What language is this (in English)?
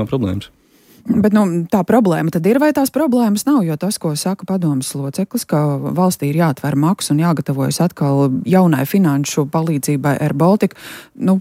Latvian